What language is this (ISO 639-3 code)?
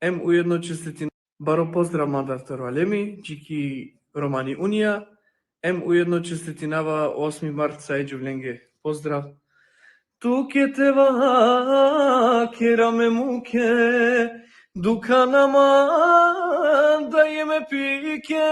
rmn